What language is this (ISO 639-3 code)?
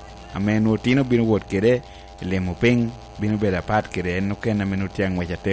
laj